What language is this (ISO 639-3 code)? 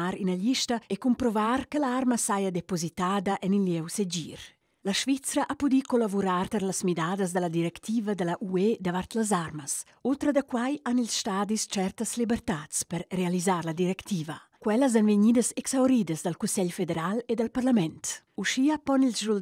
roh